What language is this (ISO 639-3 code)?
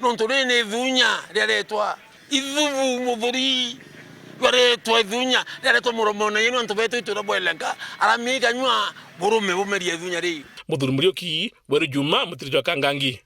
mer